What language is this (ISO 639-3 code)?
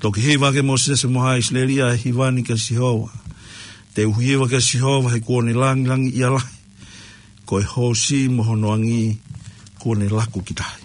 ton